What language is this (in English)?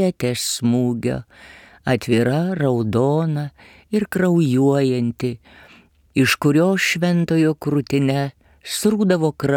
Lithuanian